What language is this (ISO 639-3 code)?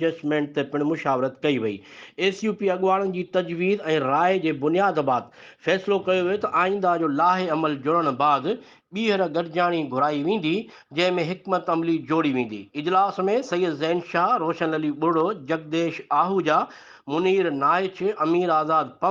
snd